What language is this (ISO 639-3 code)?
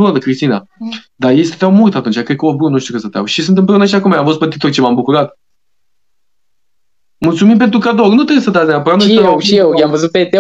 ron